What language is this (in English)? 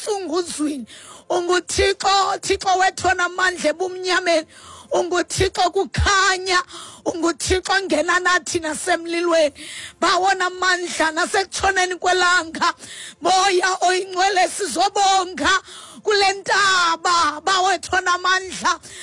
Xhosa